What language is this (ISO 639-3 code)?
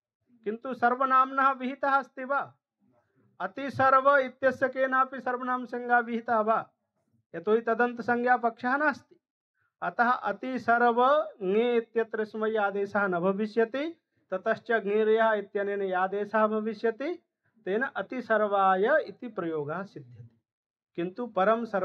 san